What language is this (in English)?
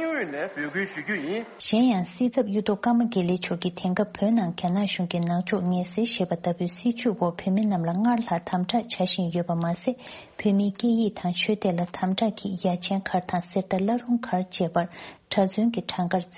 Tibetan